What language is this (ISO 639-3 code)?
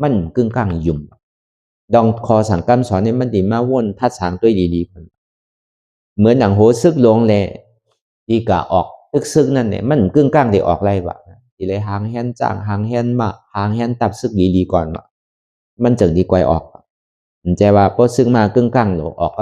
shn